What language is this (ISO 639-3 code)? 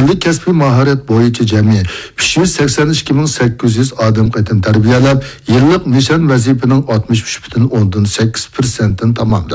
uig